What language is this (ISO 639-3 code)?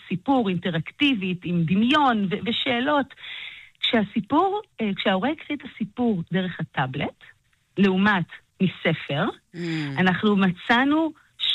heb